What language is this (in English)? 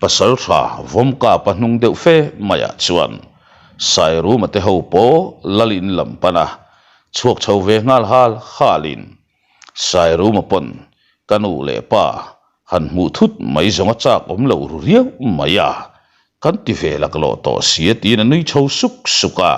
Mizo